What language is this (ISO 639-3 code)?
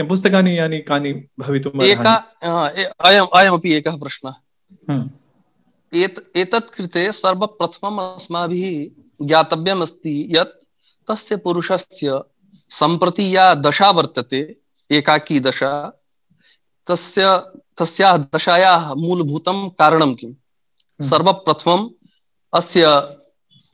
san